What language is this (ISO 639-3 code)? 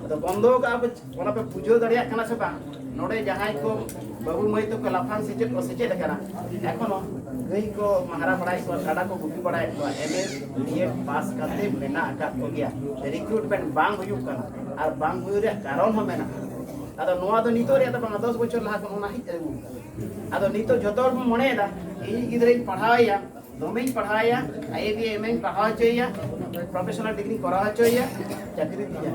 sat